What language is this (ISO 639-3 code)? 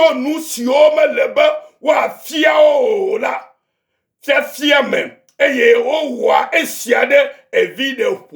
ewe